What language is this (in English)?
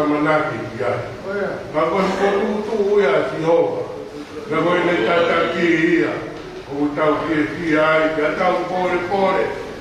Tongan